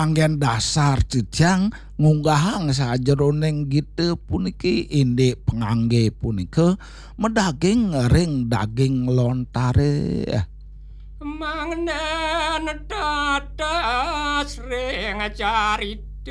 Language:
Balinese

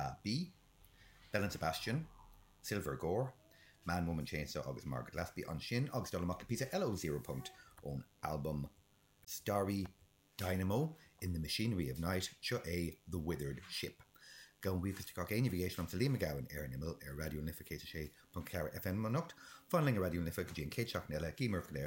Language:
Irish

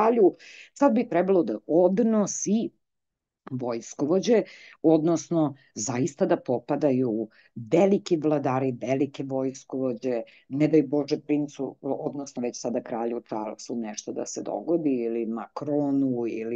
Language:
Serbian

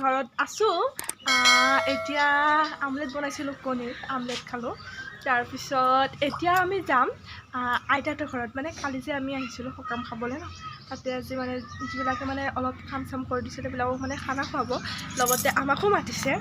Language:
Assamese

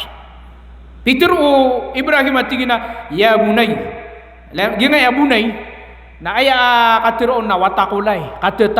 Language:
Maranao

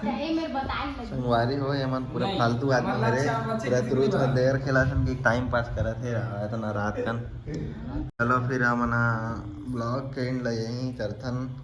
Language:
Chhattisgarhi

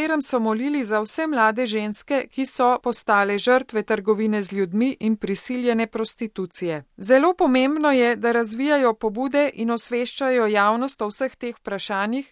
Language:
Slovenian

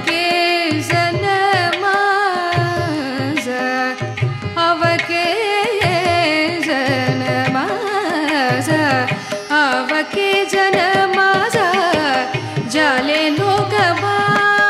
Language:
Marathi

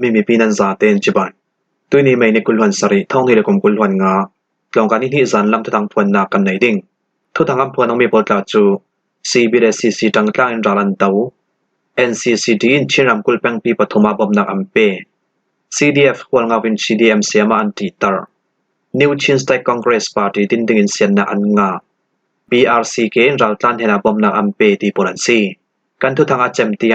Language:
Falam Chin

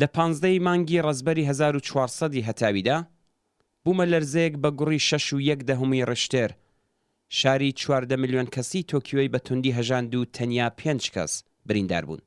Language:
Central Kurdish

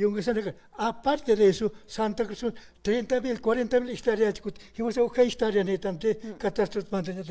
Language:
Aymara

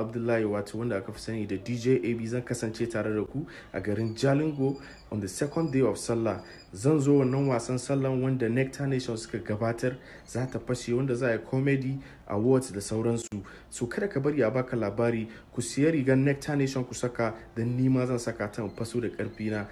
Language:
Hausa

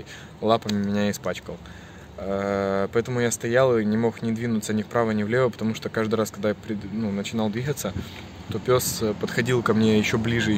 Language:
Russian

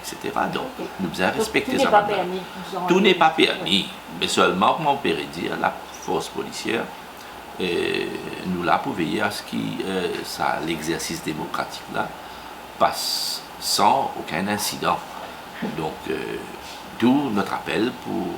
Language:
Morisyen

